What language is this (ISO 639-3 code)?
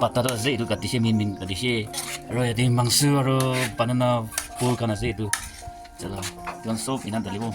nag